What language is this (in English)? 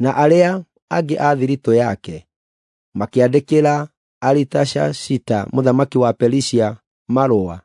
Kikuyu